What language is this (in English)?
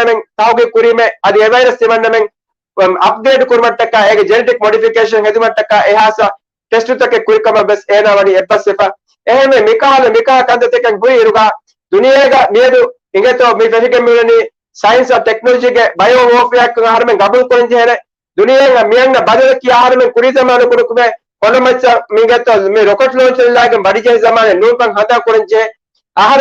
Divehi